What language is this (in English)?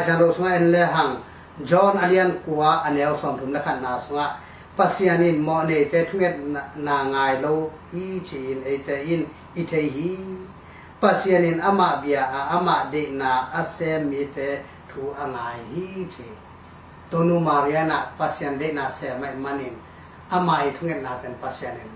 Tedim Chin